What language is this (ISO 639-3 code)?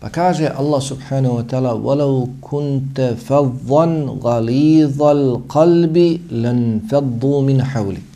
bos